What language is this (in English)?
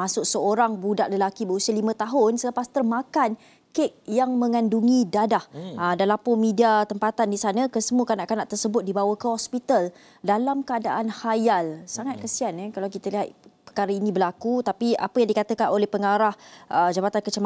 Malay